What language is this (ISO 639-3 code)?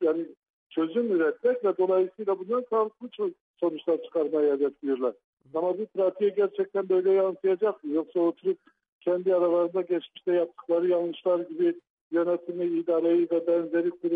tur